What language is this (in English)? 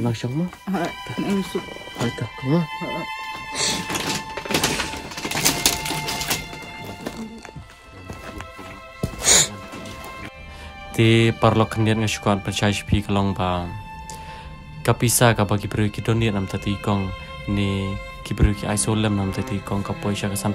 Malay